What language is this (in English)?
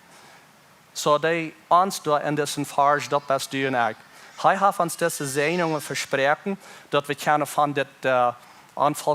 Plautdietsch